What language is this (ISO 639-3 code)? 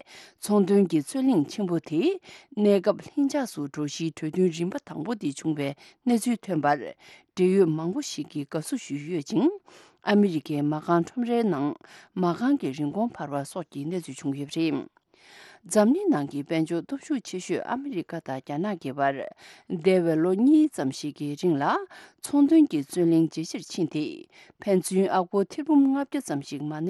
bod